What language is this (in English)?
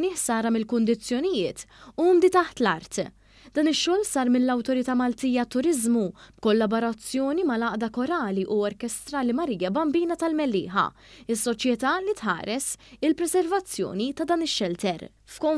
Maltese